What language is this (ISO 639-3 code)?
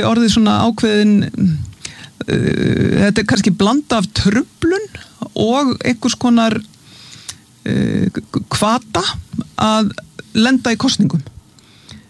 isl